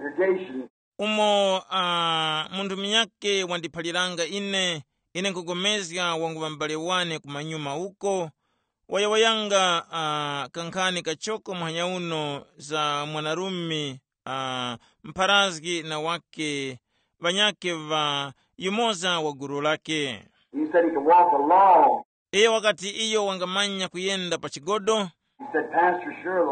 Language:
Tumbuka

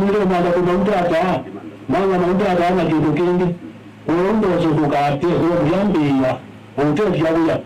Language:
Kamba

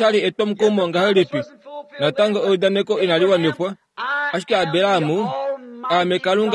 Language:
Kuanyama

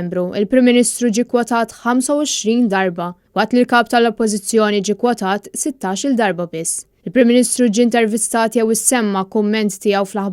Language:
Maltese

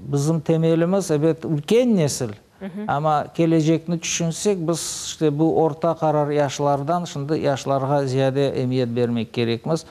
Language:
Crimean Tatar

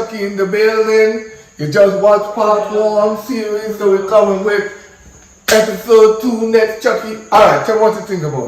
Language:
Jamaican Creole English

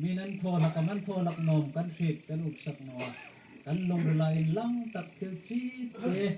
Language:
Hmar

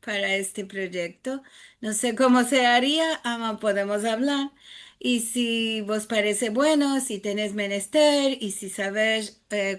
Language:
Ladino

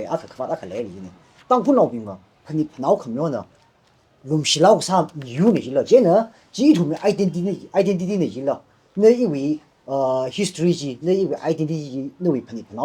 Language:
Tangkhul Naga (India)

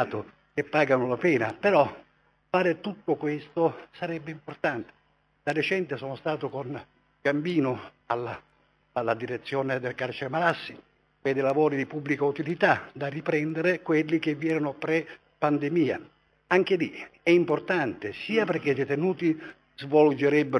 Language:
Italian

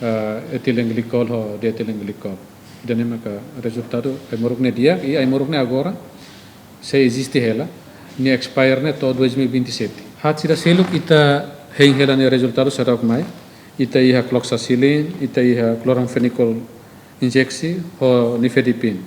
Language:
Tetum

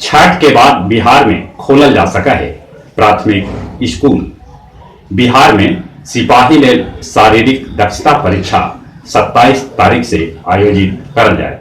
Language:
Magahi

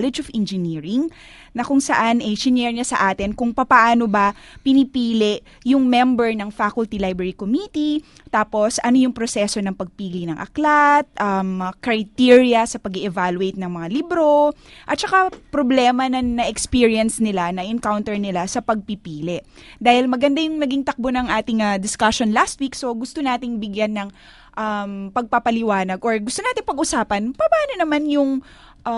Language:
Filipino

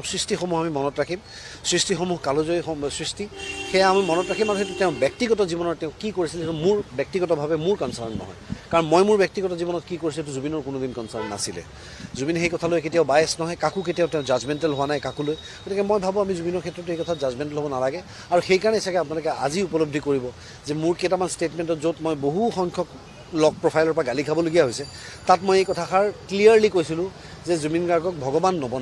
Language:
Assamese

